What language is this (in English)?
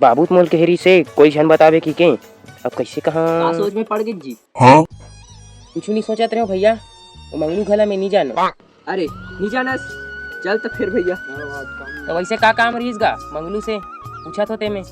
Chhattisgarhi